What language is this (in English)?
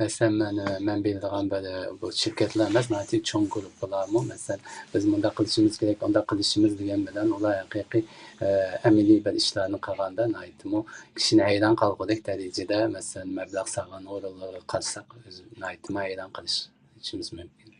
Uyghur